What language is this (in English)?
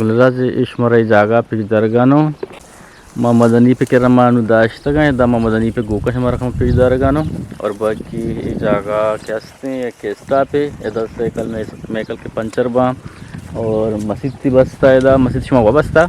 Eastern Balochi